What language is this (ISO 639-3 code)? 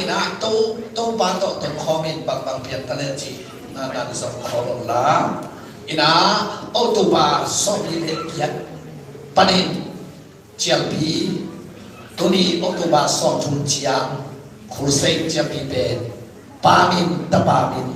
ctd